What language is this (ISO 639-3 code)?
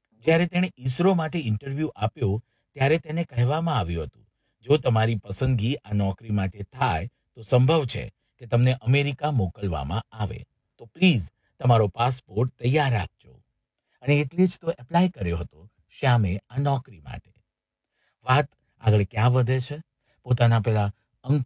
guj